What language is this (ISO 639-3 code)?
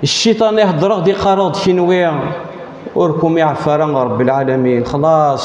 kab